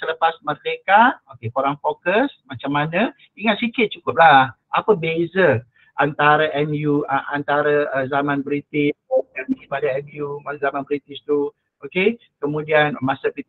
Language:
Malay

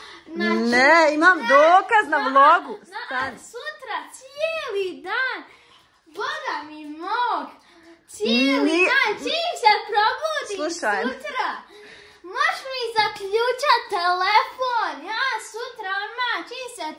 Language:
Croatian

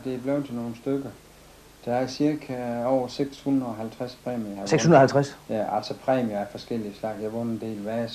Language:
Danish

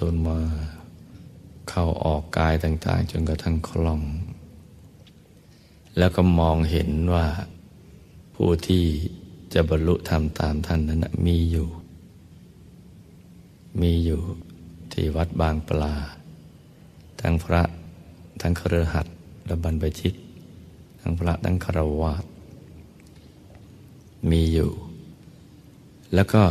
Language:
Thai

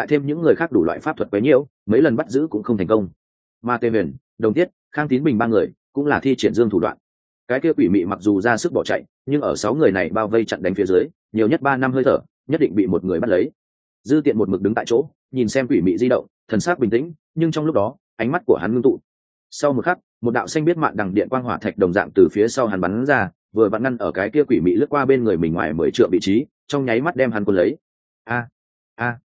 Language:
Vietnamese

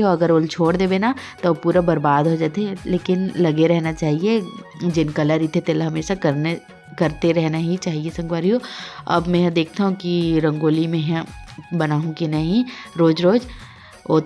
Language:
Chhattisgarhi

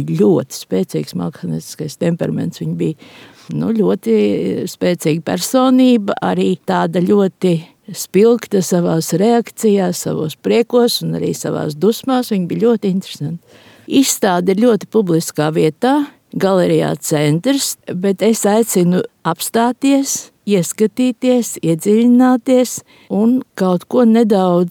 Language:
Latvian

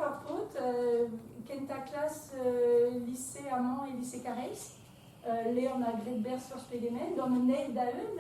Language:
Breton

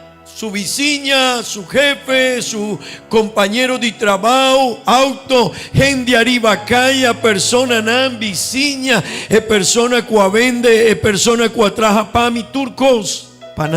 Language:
Papiamento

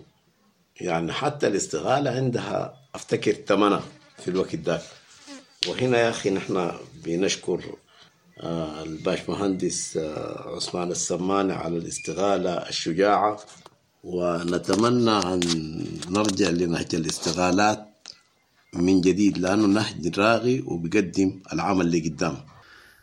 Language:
Sudanese Arabic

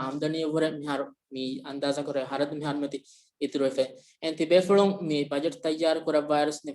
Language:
Divehi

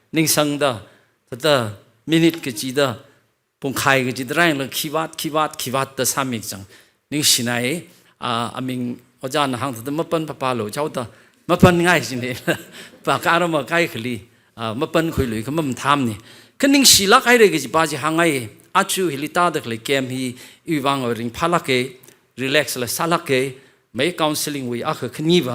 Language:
Tangkhul Naga (India)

